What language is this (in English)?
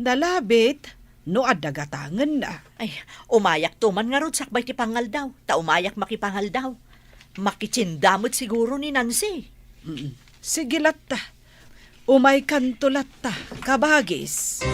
Iloko